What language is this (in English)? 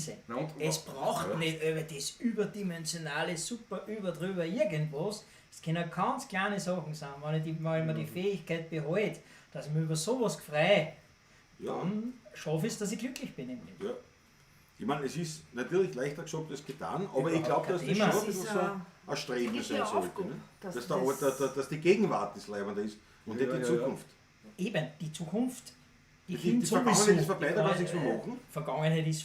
Bavarian